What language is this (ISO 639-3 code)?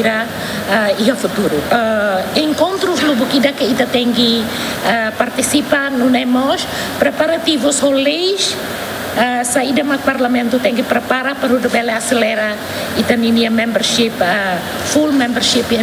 tet